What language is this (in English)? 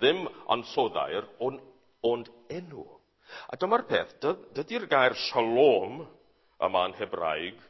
Welsh